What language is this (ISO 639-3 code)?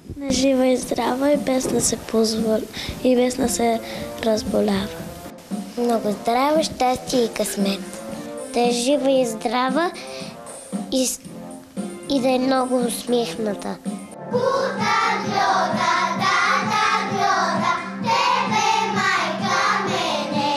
bul